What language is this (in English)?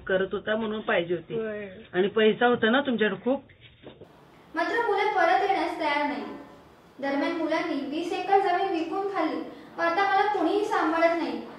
Marathi